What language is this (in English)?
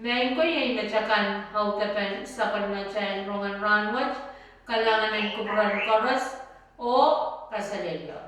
Pohnpeian